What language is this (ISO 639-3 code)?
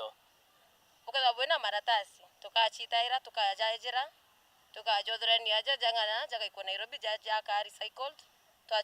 mer